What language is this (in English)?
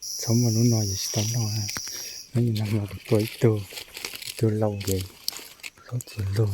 Hmong